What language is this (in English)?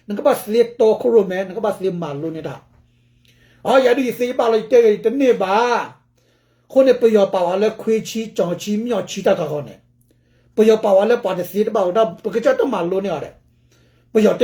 S'gaw Karen